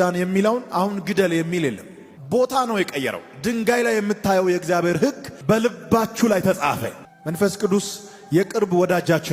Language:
Amharic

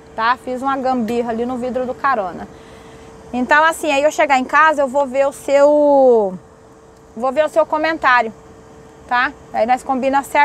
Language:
Portuguese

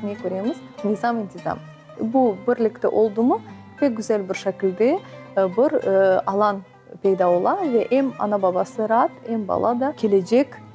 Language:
Crimean Tatar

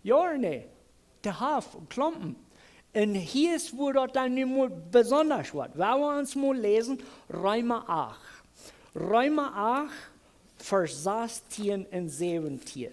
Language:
Plautdietsch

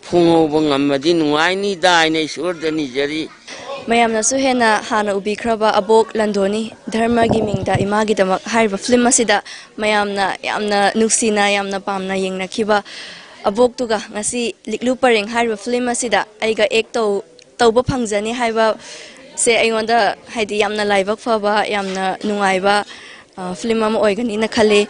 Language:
Manipuri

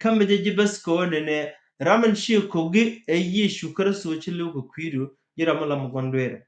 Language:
Nuer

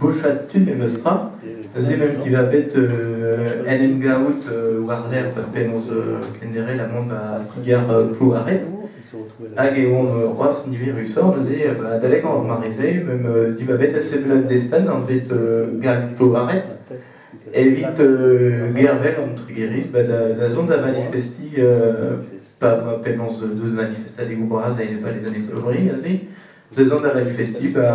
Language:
Breton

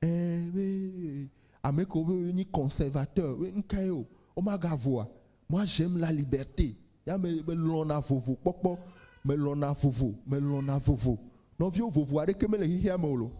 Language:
Ewe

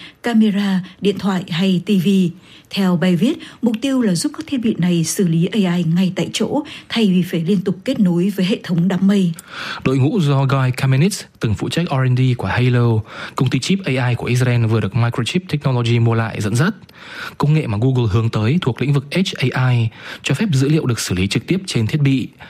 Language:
Vietnamese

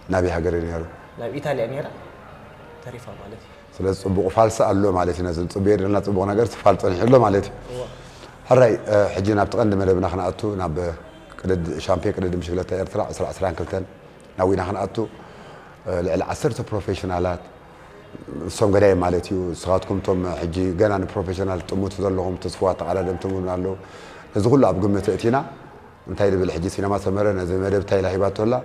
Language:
Tigrinya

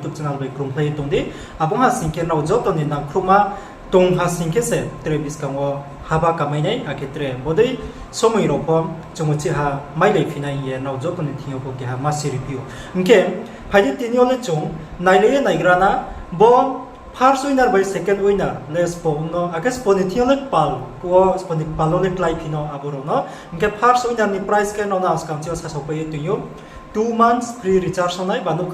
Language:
Riang (India)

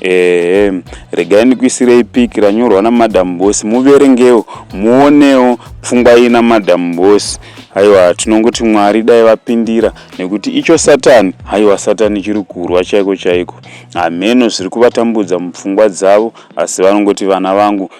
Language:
Shona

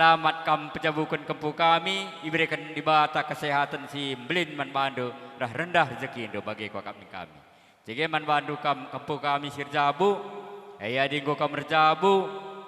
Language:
Batak Karo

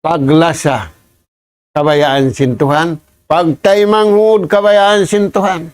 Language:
Tausug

